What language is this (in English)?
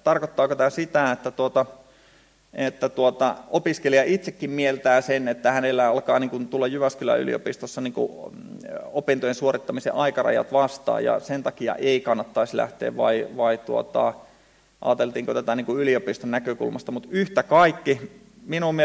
Finnish